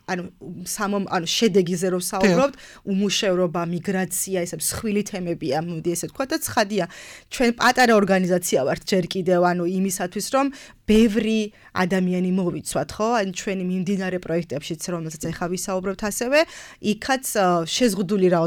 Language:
Georgian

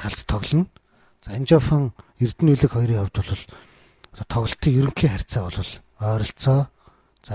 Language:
Mongolian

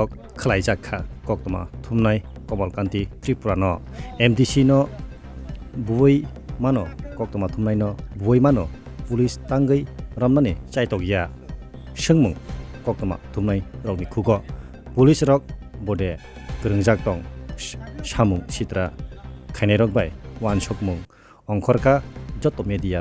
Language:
Kok Borok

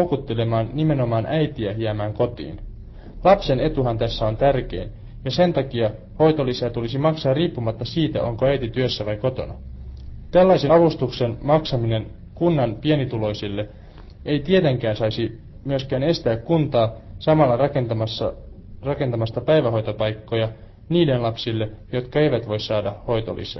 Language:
Finnish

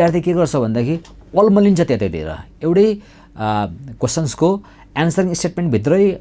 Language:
Nepali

